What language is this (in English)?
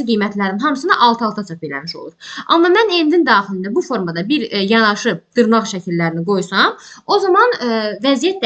Azerbaijani